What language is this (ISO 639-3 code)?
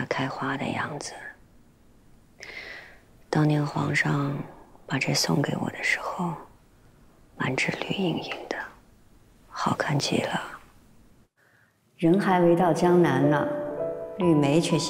zho